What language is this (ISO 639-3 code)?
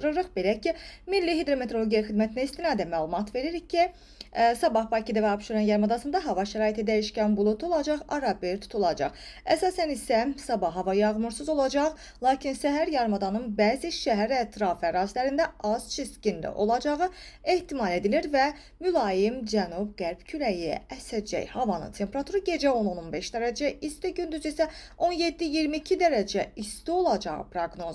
aze